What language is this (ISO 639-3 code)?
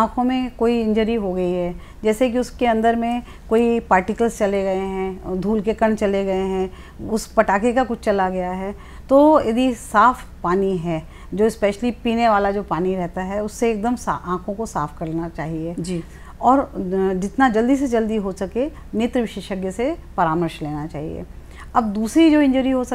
hin